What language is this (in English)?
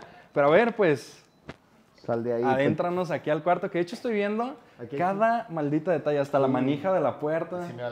Spanish